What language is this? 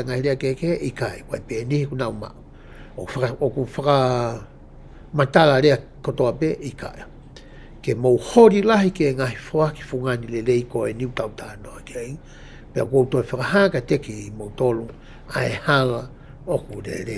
Tongan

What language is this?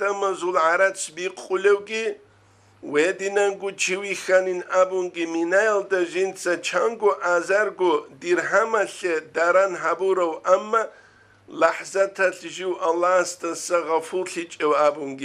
Avaric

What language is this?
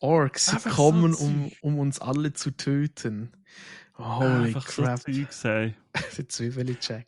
Swiss German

